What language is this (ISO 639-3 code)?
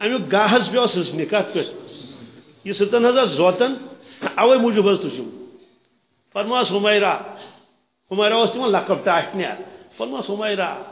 kas